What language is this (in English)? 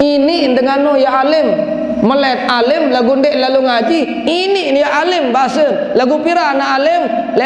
Sasak